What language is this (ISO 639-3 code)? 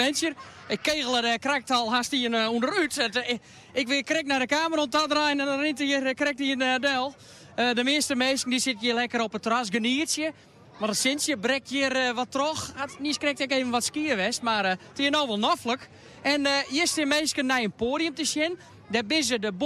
fry